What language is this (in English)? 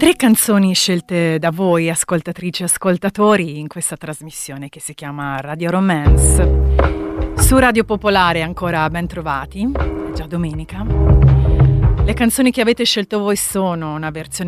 Italian